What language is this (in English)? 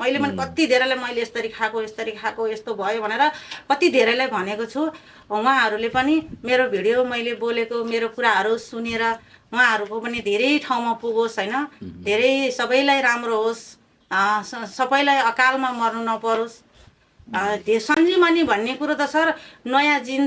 Nepali